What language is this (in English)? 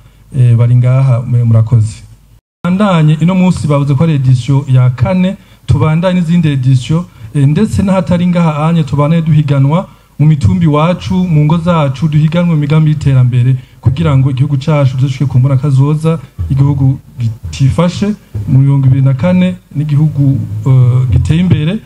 Rundi